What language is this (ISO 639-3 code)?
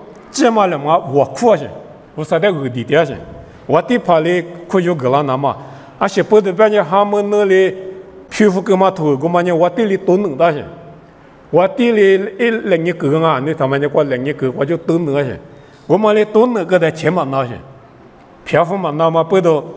lis